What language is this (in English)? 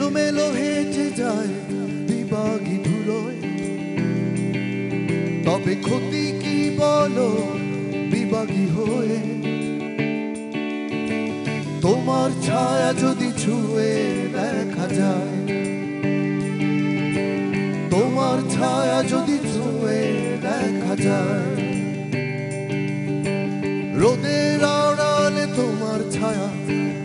Bangla